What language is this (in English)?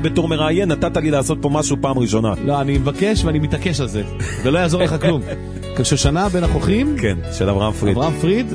Hebrew